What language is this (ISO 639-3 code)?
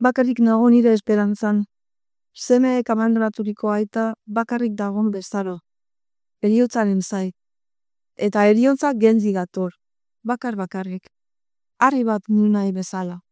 eus